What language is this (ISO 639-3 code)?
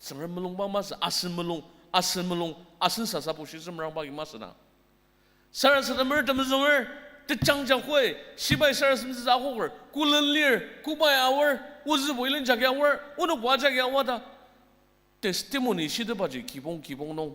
njo